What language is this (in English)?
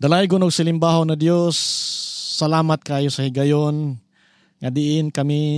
Cebuano